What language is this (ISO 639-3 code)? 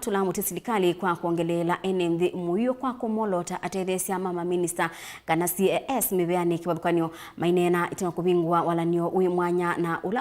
kam